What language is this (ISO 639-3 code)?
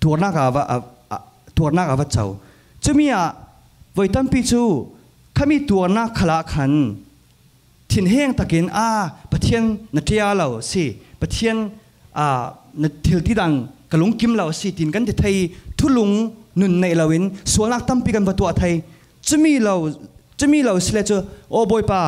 cfm